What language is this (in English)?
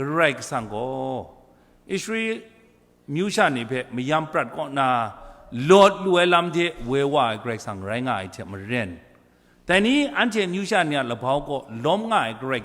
Kachin